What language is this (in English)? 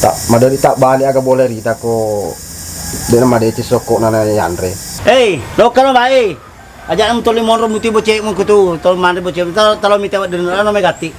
Buginese